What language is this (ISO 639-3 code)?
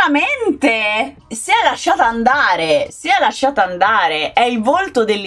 ita